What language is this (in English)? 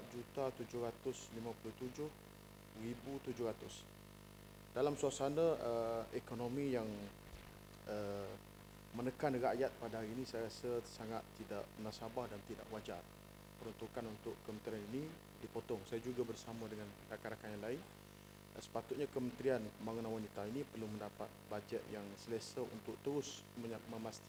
Malay